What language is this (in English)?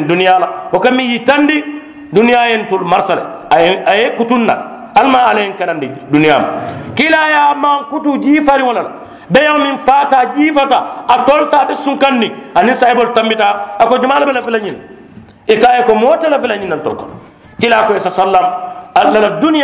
Mandingo